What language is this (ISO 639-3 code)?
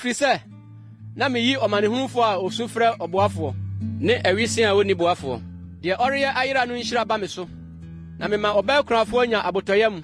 aka